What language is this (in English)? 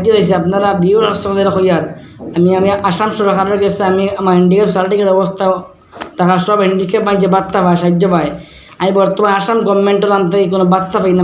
Sylheti